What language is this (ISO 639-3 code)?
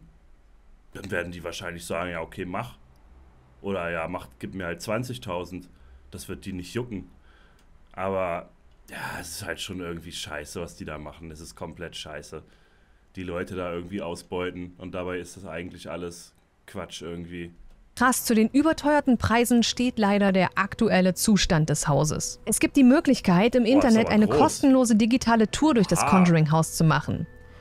deu